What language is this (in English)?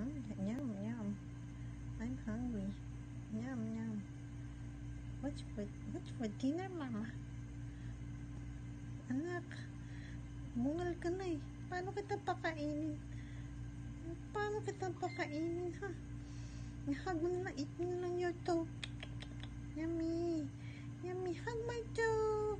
Filipino